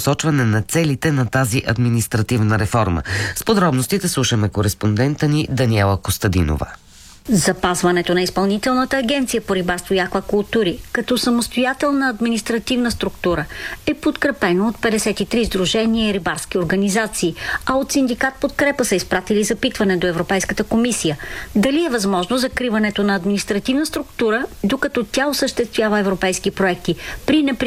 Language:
Bulgarian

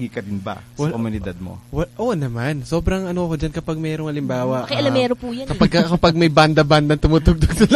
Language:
Filipino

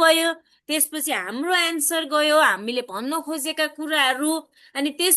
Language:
Nepali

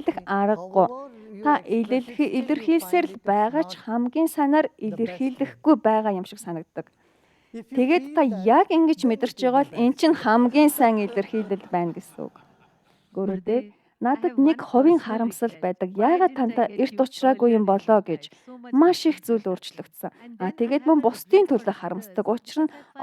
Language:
Mongolian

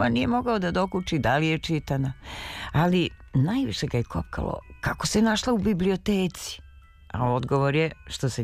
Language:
Serbian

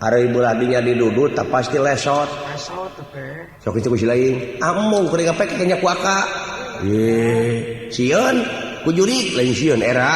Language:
Sundanese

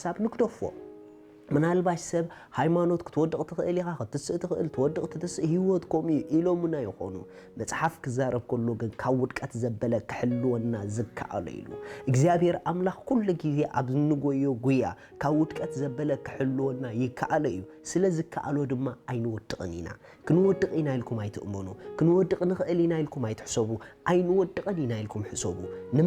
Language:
Tigrinya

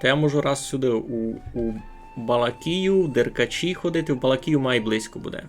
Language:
Rusyn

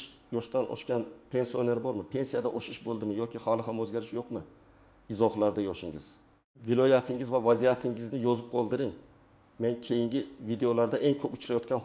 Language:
Uzbek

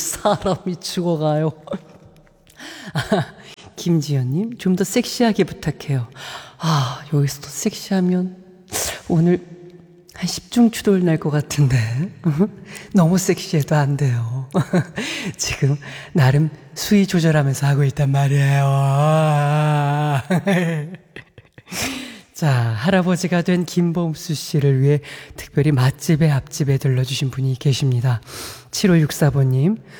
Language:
Korean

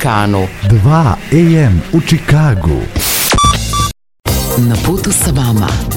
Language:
Serbian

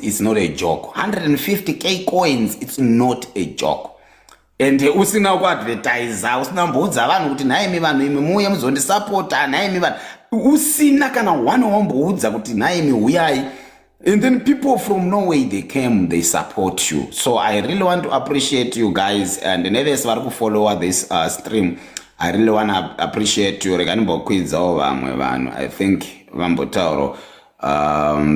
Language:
Shona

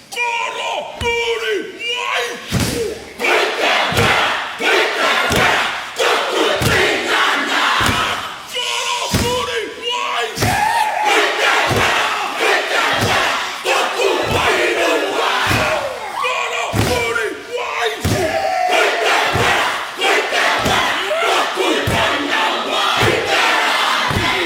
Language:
Māori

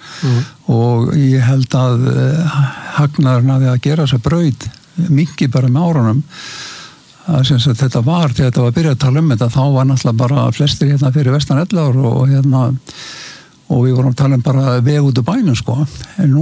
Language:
Icelandic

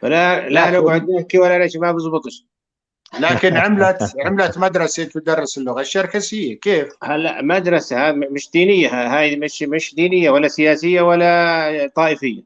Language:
North Levantine Arabic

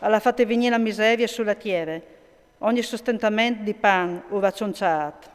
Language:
Friulian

